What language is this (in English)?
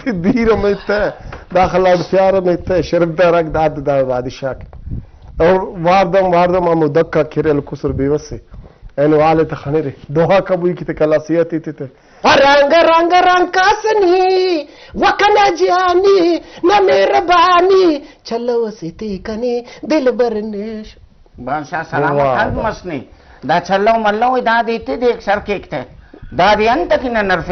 Brahui